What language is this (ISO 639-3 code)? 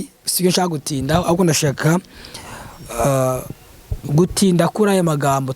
kin